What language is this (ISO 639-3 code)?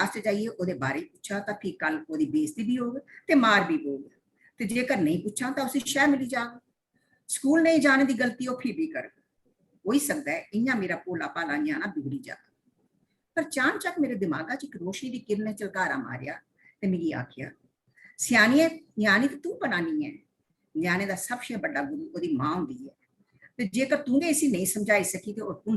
doi